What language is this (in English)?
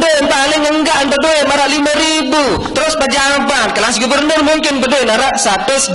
Sasak